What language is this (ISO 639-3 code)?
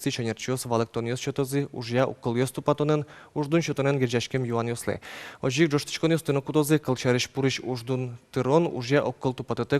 udm